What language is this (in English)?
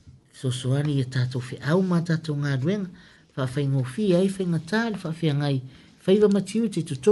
Samoan